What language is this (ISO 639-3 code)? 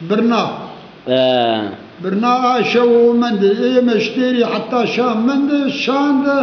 zza